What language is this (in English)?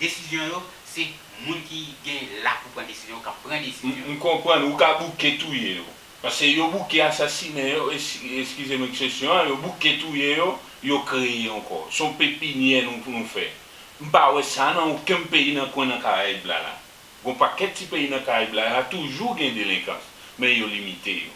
Haitian Creole